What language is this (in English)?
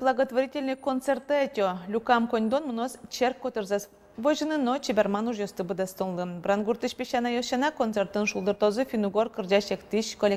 Udmurt